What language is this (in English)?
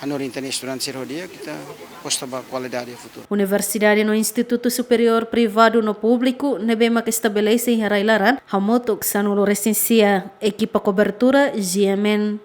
Tetum